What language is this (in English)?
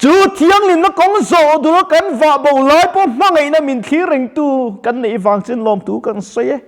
Mizo